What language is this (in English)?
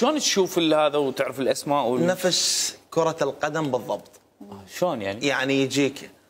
Mesopotamian Arabic